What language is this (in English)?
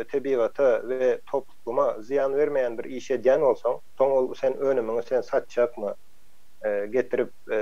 Turkmen